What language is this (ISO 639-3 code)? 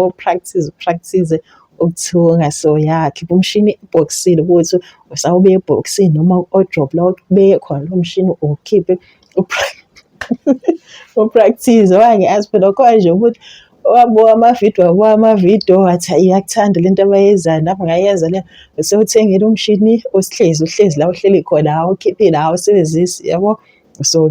zul